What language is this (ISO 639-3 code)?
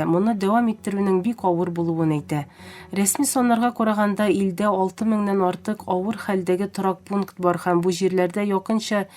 tat